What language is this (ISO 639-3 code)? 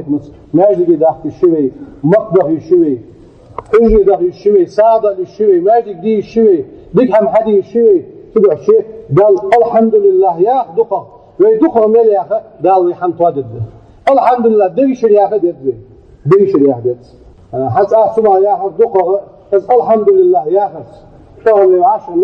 inh